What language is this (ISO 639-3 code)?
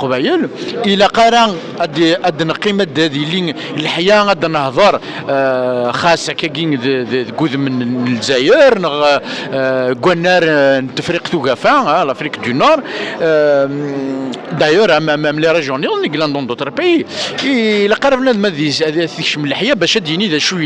kab